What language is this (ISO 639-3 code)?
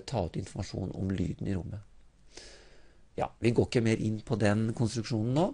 nor